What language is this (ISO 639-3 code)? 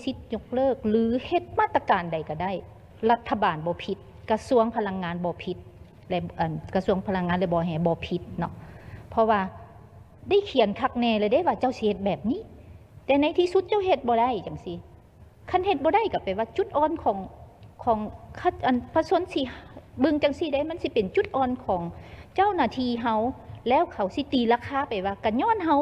lao